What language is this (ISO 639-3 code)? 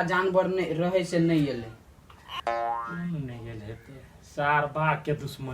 mai